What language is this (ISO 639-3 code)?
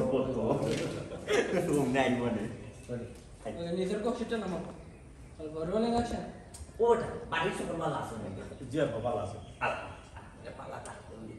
syl